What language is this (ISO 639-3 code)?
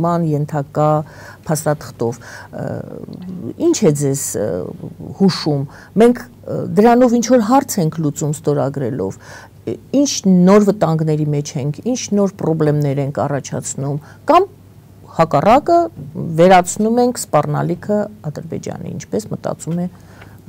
hye